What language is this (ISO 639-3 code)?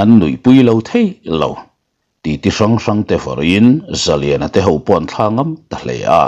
lus